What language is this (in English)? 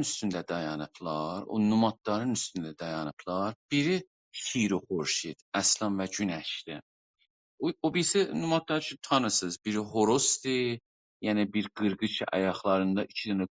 South Azerbaijani